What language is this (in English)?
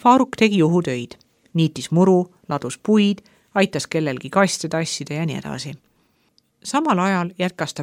Estonian